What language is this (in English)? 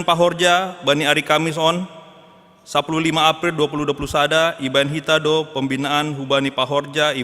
Batak Simalungun